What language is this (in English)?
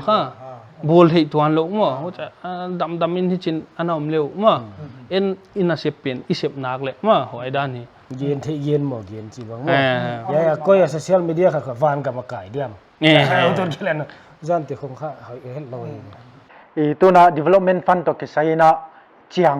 Paite Chin